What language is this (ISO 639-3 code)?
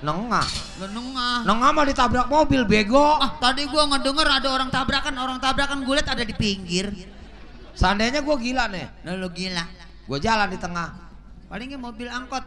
bew